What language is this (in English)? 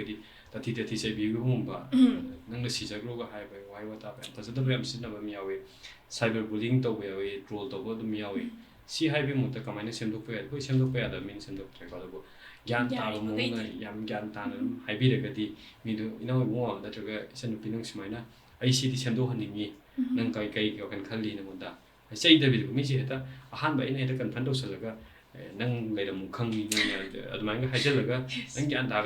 Manipuri